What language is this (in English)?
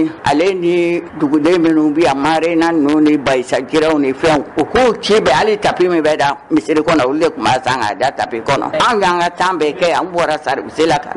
Bambara